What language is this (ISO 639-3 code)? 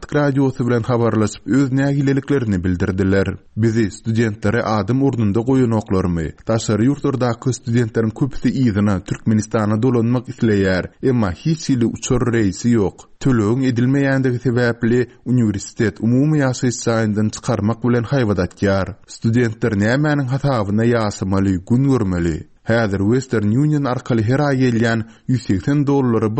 tuk